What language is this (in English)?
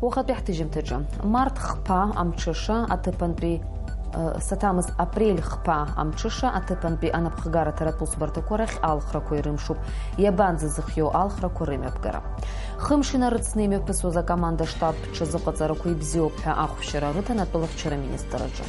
Abkhazian